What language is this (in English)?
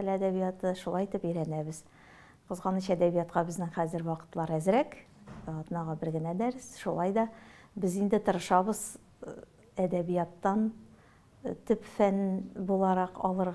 Tatar